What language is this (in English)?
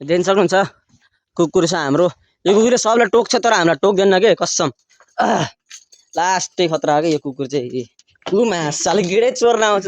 Nepali